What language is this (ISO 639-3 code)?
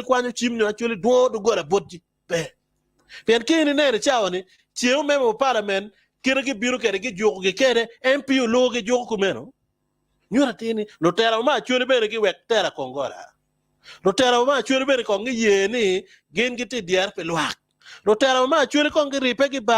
ach